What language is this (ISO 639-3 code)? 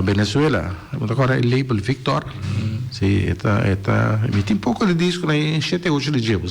pap